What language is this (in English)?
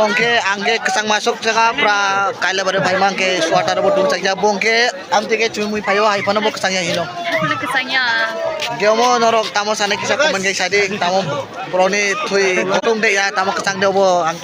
Kok Borok